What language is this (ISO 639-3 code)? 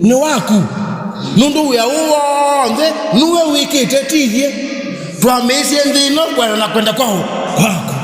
kam